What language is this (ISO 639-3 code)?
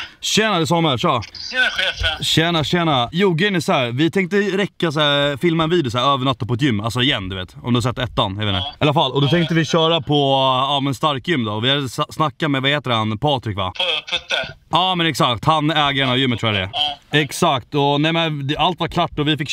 swe